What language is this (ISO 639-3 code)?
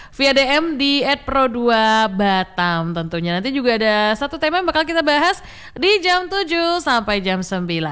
ind